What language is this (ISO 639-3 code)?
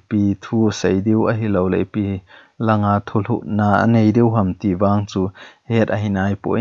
tcz